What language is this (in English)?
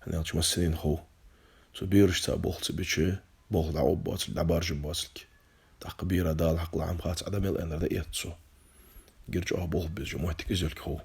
Ingush